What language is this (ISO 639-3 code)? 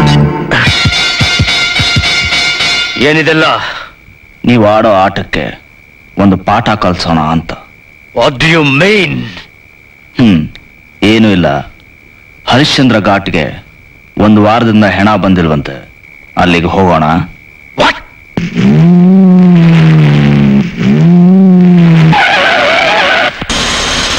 kan